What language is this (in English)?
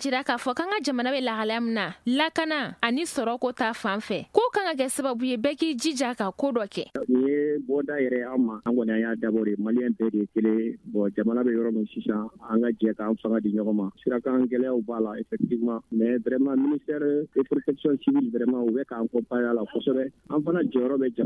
Bambara